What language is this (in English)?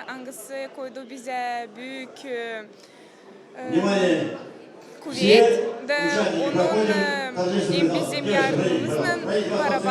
Gagauz